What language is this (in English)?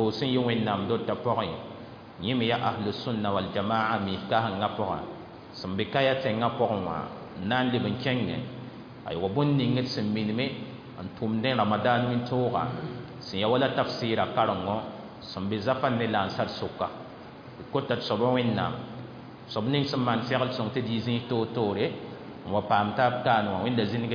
Mossi